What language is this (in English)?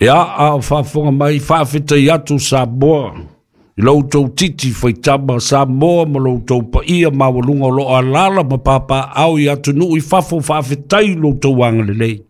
Samoan